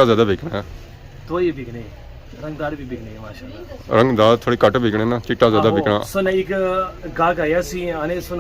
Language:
Pahari-Potwari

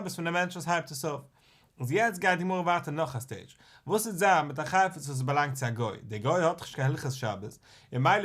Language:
Yiddish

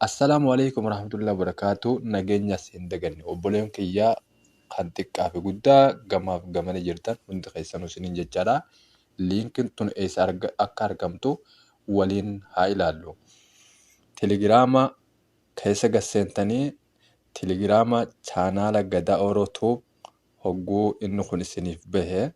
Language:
Oromo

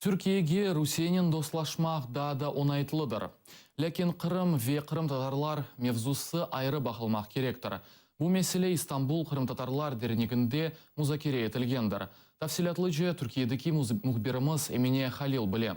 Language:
Crimean Tatar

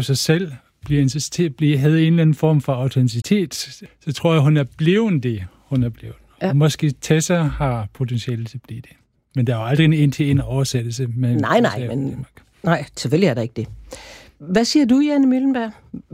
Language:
Danish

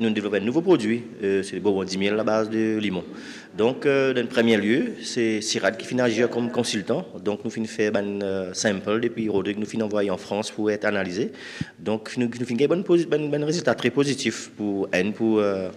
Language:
Morisyen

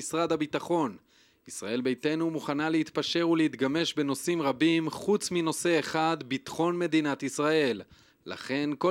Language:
Hebrew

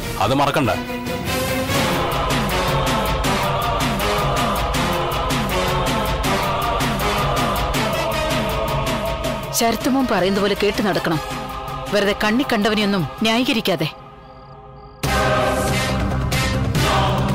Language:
Malayalam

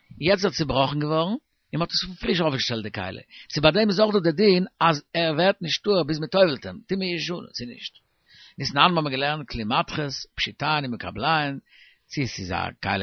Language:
Yiddish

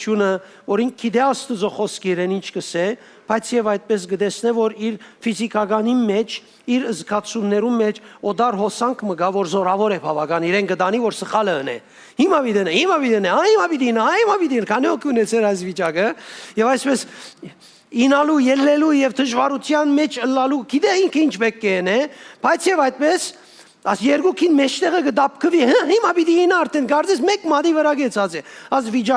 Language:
Western Armenian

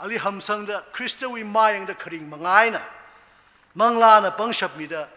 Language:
Tangkhul Naga (India)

